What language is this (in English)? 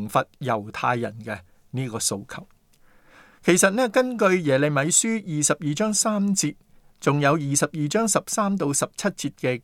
Cantonese